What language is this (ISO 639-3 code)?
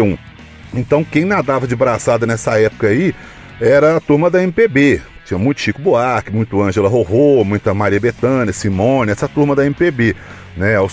por